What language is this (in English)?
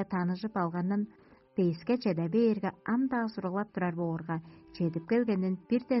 Tuvinian